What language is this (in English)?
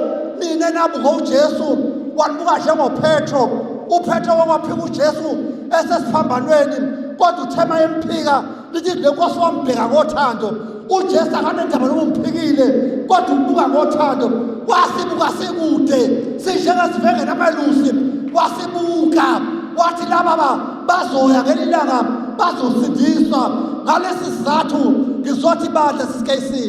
Zulu